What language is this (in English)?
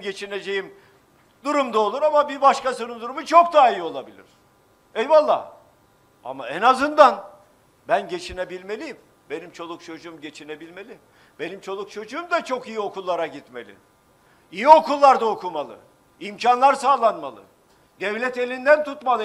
Turkish